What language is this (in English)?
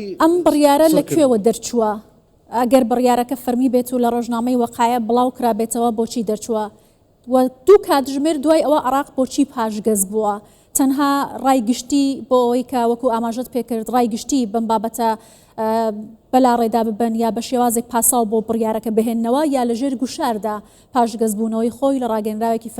Central Kurdish